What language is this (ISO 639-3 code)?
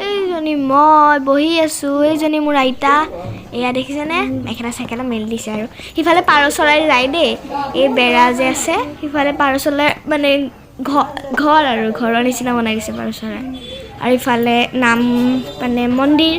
asm